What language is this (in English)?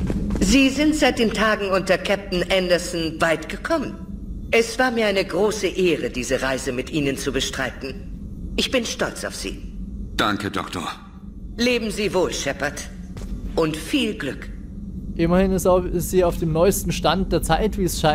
German